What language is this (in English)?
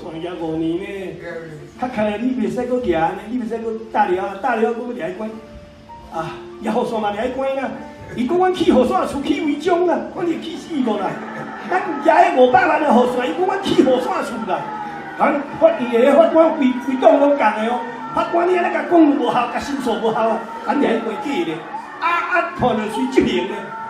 Min Nan Chinese